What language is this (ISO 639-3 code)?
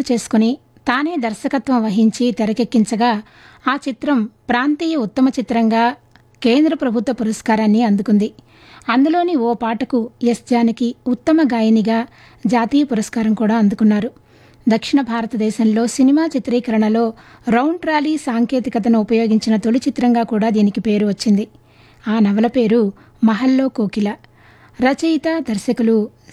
tel